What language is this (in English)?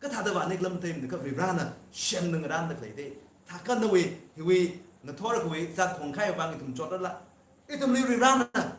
Tangkhul Naga (India)